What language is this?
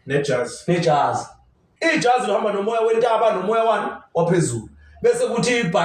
Zulu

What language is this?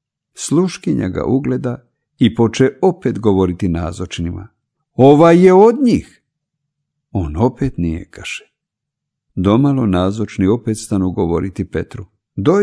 Croatian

